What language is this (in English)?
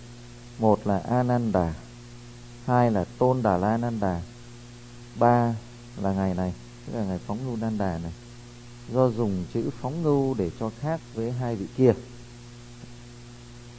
Vietnamese